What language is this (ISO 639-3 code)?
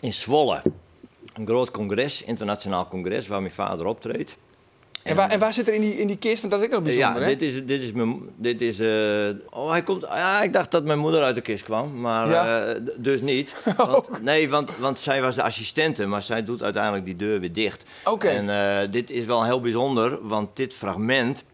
fry